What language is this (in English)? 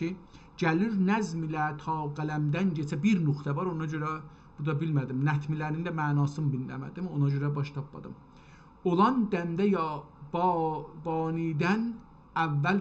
South Azerbaijani